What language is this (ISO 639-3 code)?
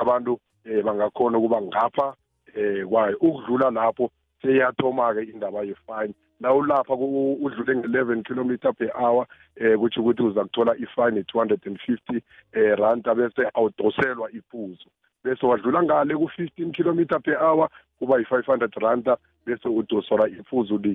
nbl